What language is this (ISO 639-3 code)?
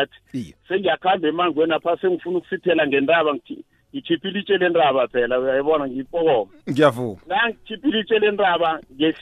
nbl